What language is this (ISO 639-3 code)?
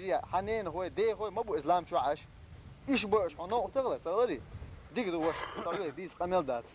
che